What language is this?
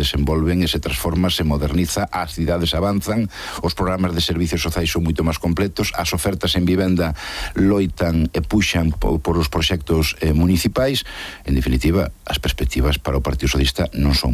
Galician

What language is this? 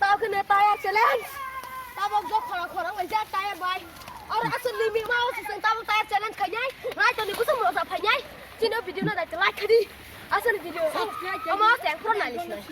Kok Borok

